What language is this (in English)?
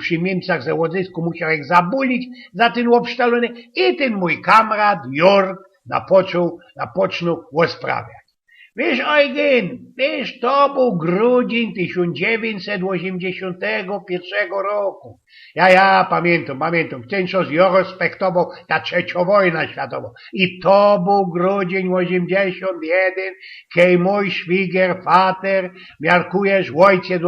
Silesian